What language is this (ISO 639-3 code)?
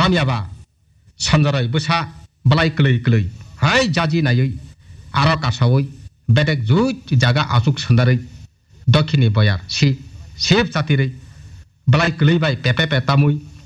trp